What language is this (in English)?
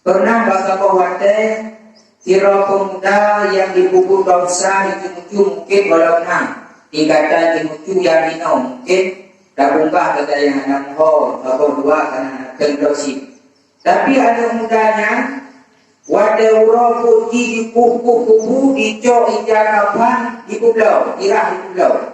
Achinese